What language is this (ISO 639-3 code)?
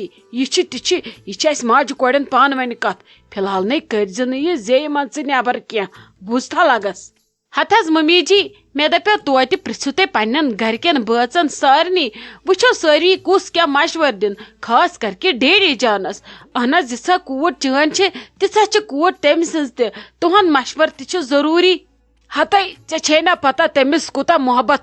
kas